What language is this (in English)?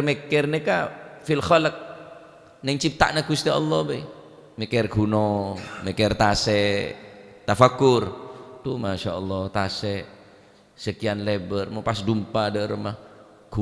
Madurese